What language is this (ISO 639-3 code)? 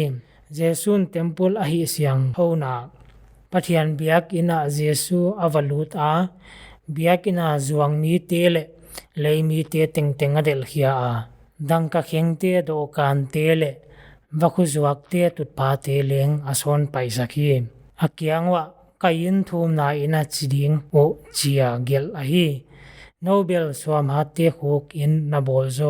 pck